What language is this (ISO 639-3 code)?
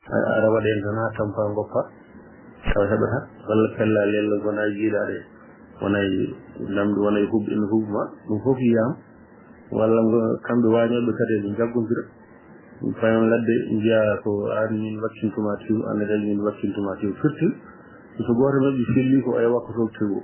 ful